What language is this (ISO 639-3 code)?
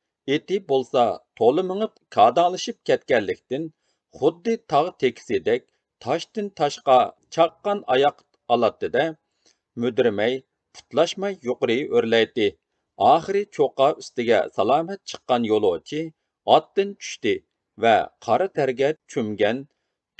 uig